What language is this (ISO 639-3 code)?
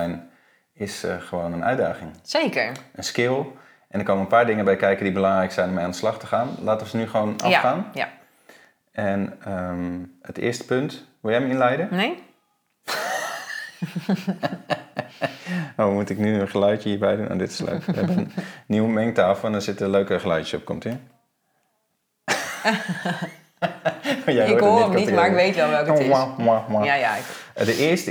nld